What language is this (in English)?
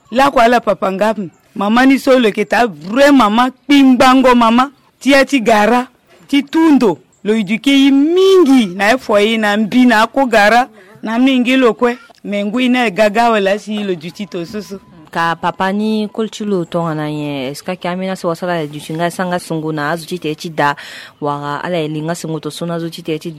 Sango